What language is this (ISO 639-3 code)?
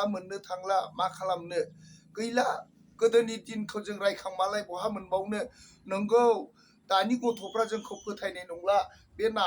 brx